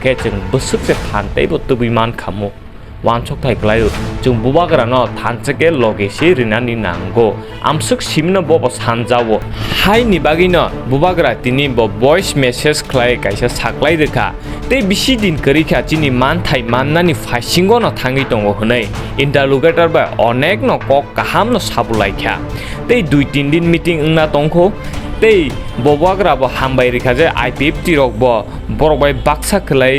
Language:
Kok Borok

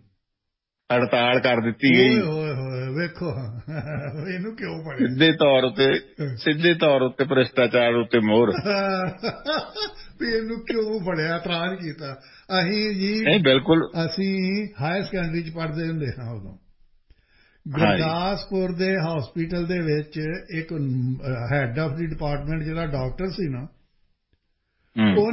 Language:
Punjabi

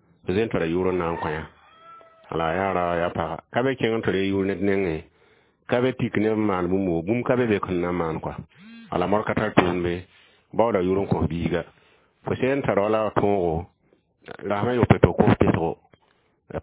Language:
Mossi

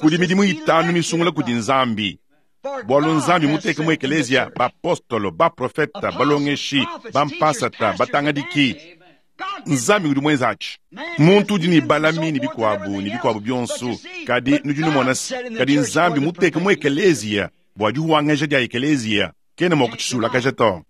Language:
Luba-Lulua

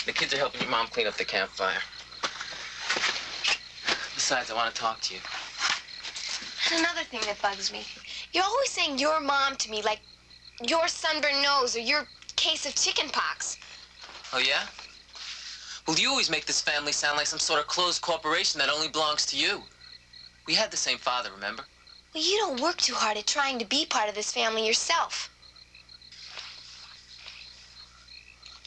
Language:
English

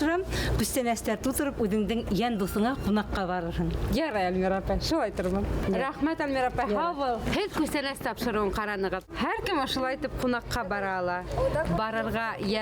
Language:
Bashkir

